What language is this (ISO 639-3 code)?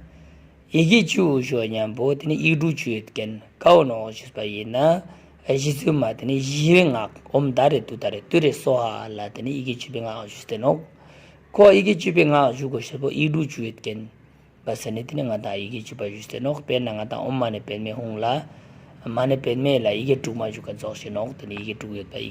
bod